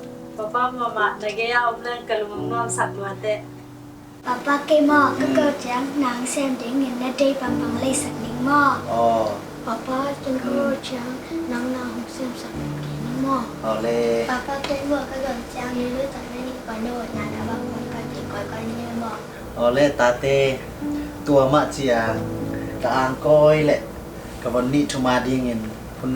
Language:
Tedim Chin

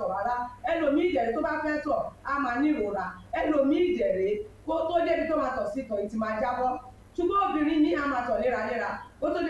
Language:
Yoruba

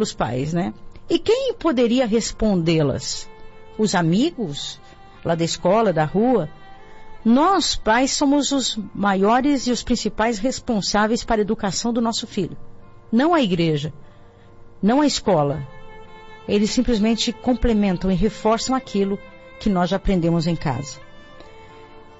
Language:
Portuguese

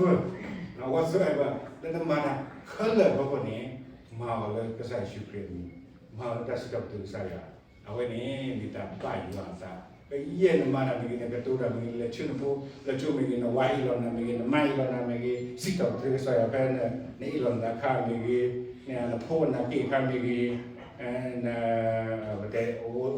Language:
S'gaw Karen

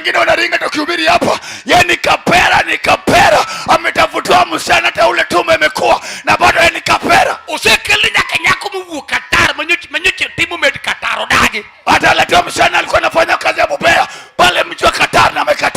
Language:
Luo (Kenya and Tanzania)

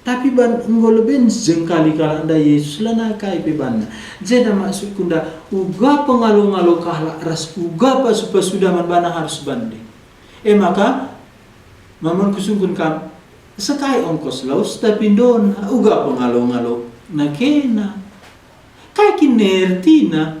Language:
Batak Karo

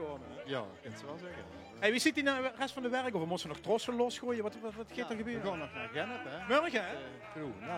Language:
Limburgish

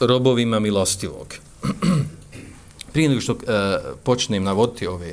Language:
Bosnian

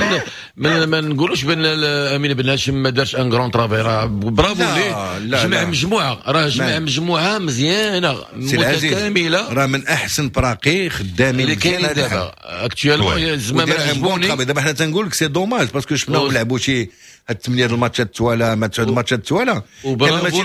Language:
Moroccan Arabic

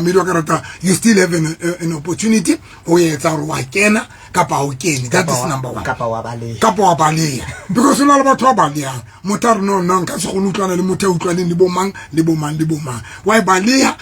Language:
Southern Sotho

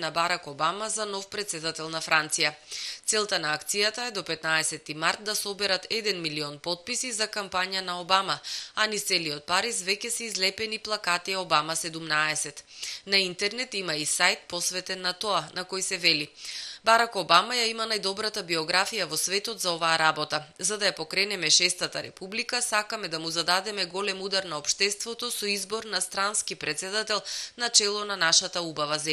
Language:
Macedonian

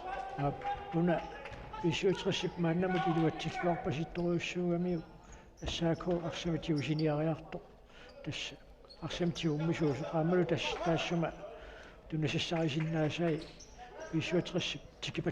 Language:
Kalaallisut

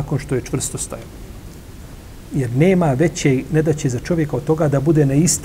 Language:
Bosnian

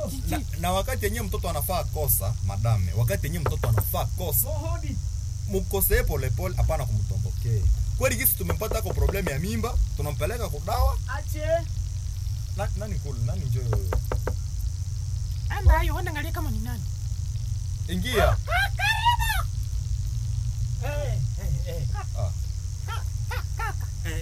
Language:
Swahili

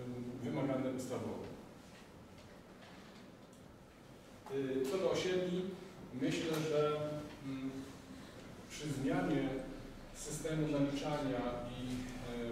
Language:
Polish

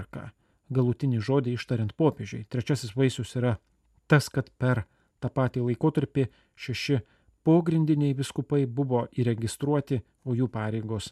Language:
Lithuanian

